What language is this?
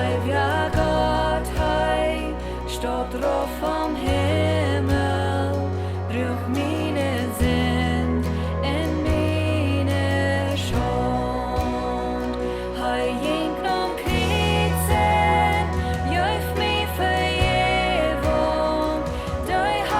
Plautdietsch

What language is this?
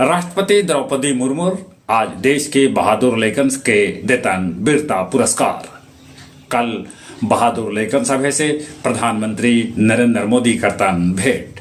Magahi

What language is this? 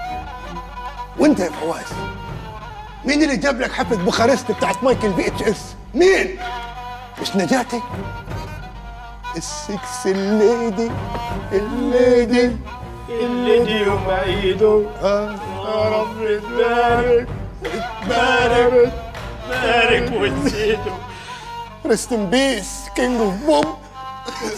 Egyptian Arabic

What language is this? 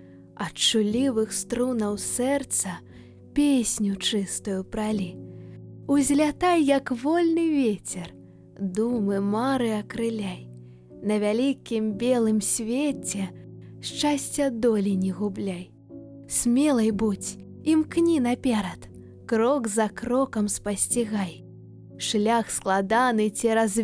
Belarusian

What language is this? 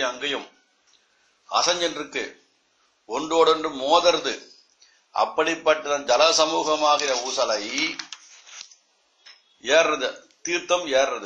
Tamil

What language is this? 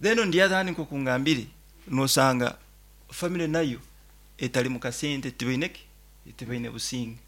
Nyoro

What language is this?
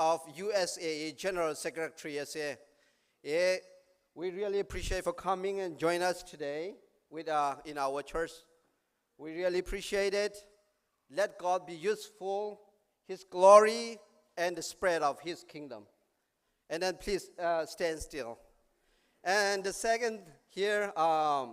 Hakha Chin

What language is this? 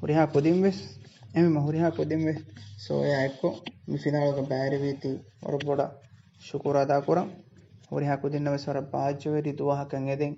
Divehi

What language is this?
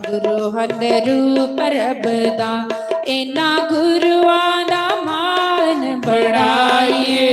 Dogri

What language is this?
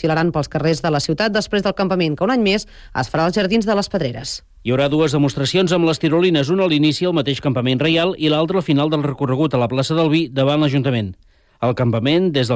Catalan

